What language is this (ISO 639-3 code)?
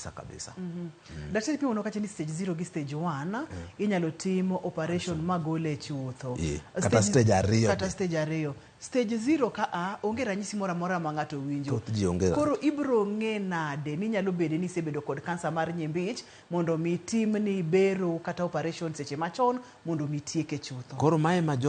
luo